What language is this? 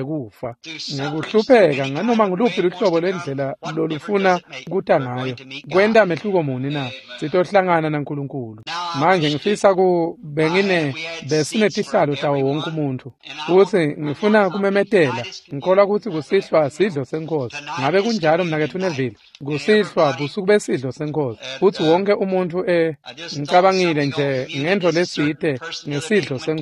Swati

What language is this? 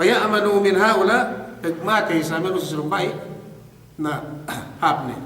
Yakan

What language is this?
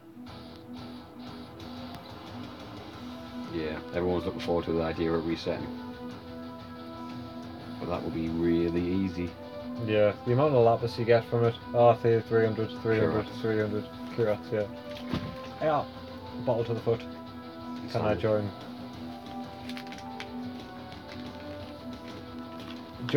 English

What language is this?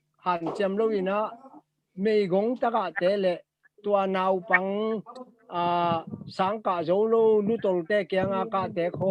Tedim Chin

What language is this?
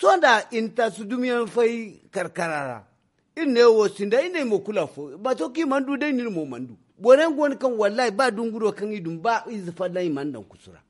Zarma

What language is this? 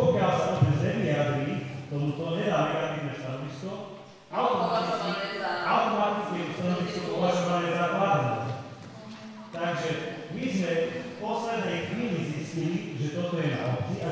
Slovak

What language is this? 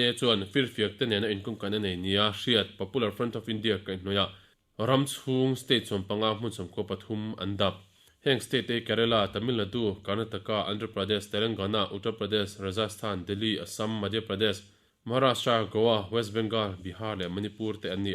Mizo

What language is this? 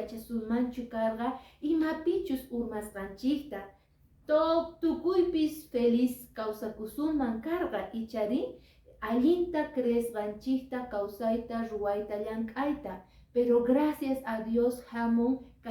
Quechua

